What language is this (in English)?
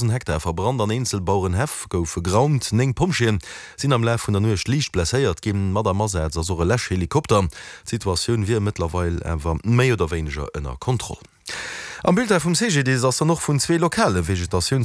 Luxembourgish